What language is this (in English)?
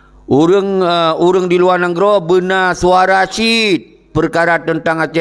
Achinese